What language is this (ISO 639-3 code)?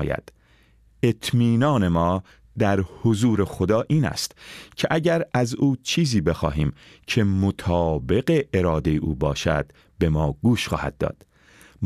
fas